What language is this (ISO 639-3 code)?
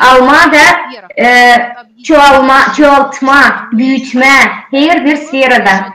gag